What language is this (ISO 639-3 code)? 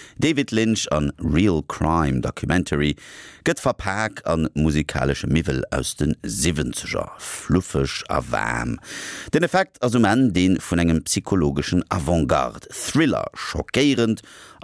ltz